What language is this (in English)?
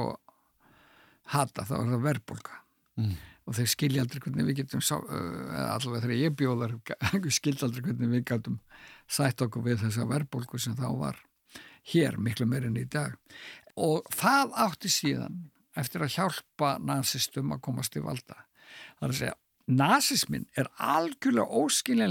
Icelandic